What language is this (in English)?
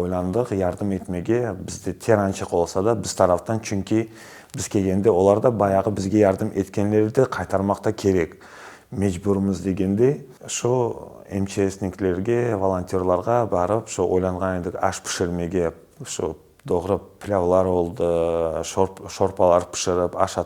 Crimean Tatar